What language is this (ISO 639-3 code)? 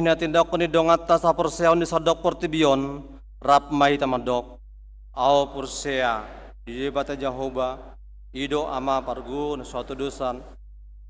bbc